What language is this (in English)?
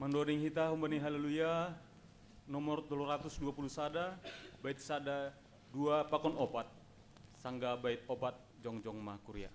Batak Simalungun